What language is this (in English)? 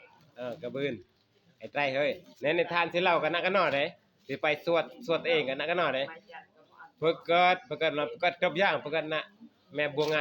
Northeastern Thai